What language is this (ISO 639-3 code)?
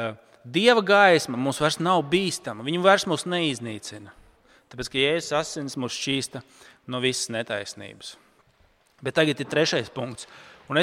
lav